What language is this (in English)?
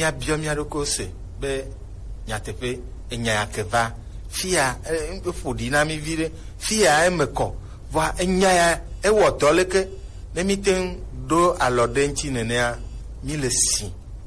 Gen